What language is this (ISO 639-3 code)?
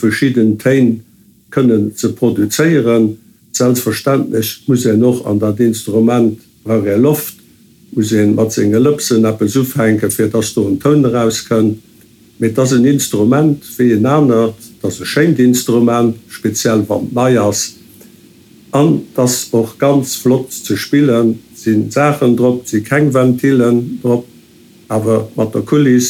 ltz